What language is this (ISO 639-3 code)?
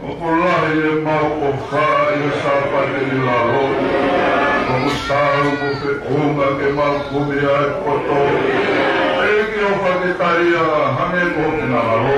ton